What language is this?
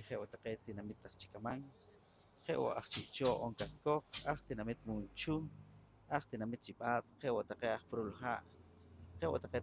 Poqomchi'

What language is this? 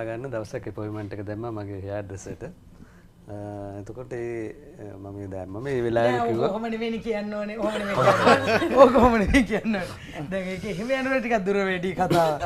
Sinhala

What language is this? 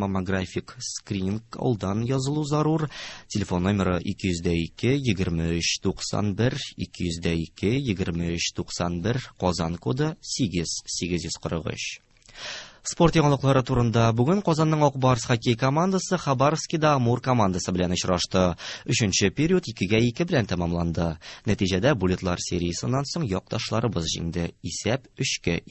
Tatar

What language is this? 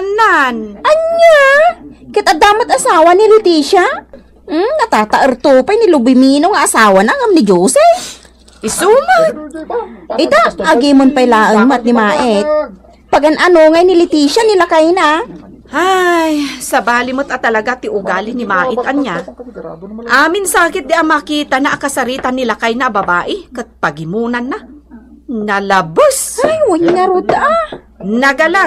Iloko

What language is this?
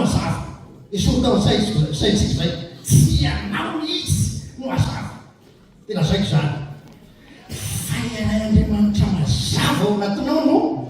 Malagasy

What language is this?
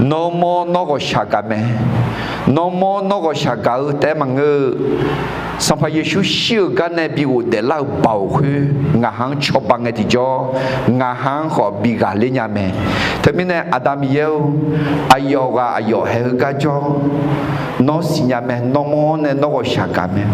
Akha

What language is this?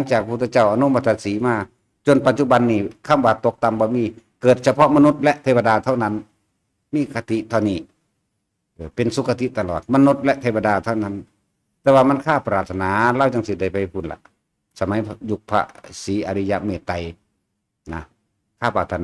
Northeastern Thai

